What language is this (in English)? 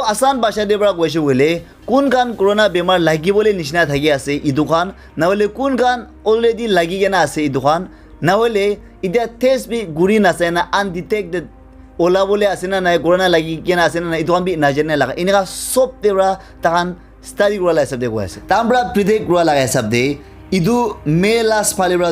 Naga Pidgin